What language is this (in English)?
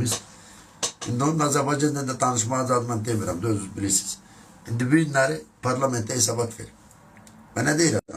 Azerbaijani